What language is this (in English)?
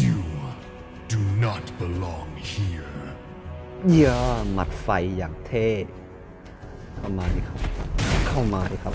Lao